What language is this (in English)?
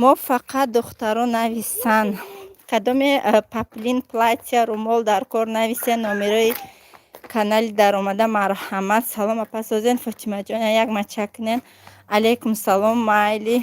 Tajik